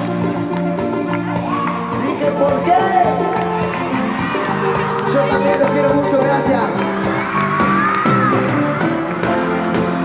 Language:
Spanish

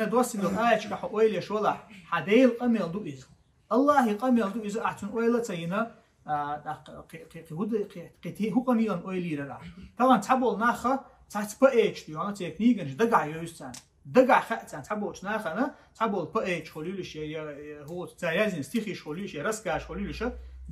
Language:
Chechen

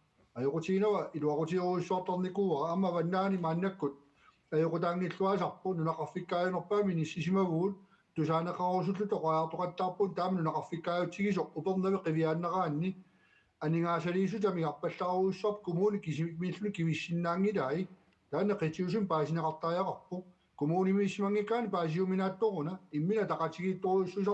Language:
Kalaallisut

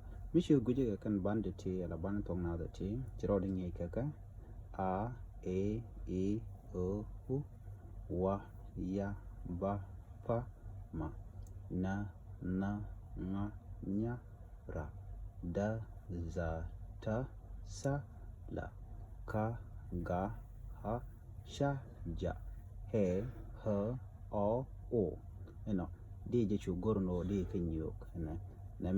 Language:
Nuer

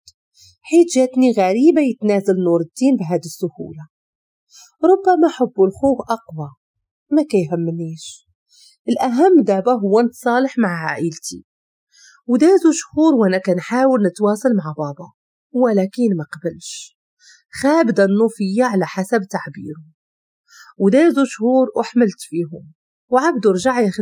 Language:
Moroccan Arabic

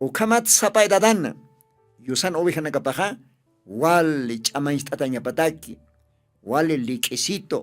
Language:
Aymara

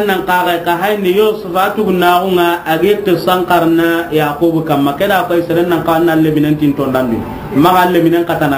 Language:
Soninke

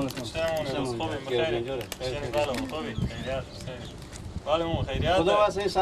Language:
Persian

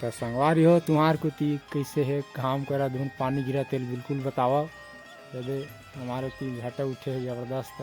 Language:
Chhattisgarhi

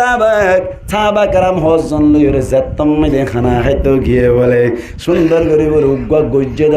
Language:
Rohingya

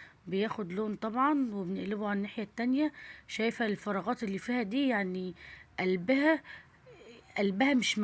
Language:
Egyptian Arabic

